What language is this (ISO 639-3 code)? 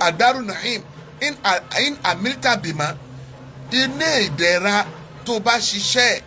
yor